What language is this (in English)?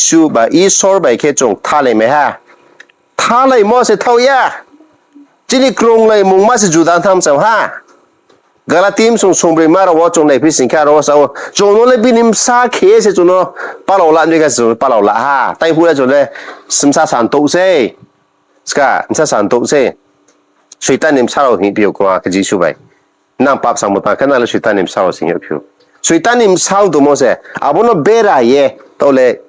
Riang (India)